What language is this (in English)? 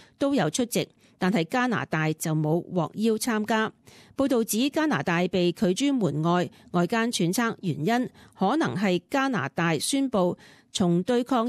Cantonese